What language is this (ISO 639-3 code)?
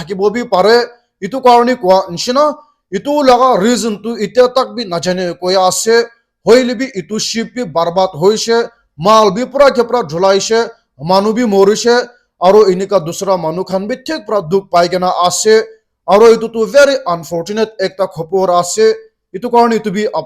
nag